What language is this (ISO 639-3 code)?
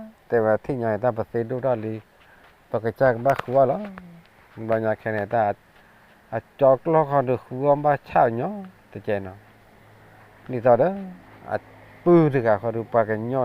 ksw